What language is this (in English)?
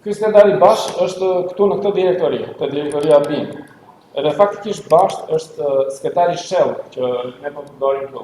Albanian